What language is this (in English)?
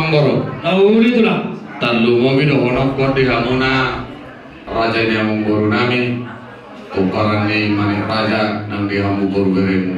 Batak Toba